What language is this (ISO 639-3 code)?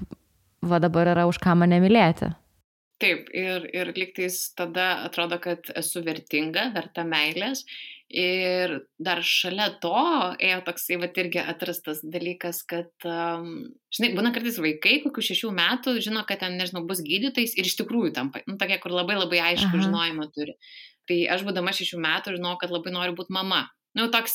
lit